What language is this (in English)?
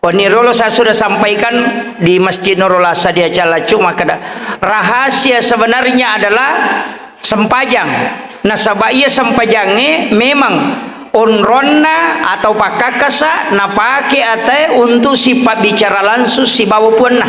Buginese